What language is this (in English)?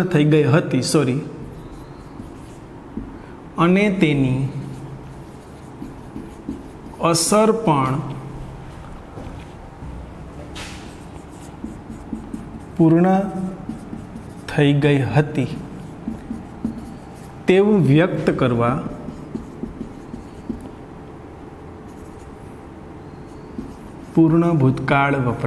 Gujarati